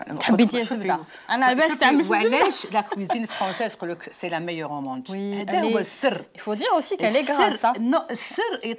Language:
Algerian Arabic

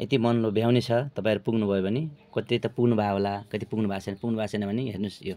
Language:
Nepali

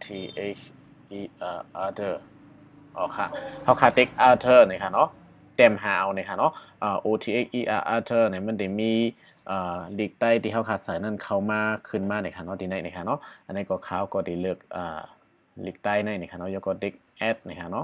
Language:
Shan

